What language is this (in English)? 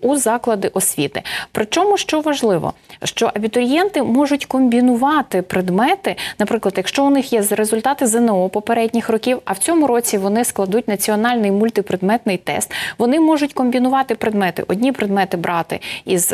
Ukrainian